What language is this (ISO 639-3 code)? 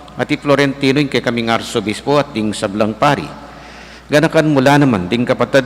pam